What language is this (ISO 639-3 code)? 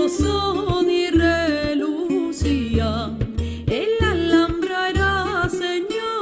lad